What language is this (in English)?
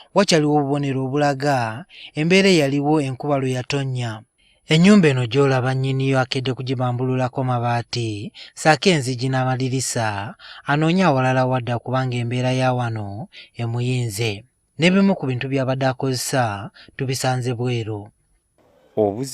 Ganda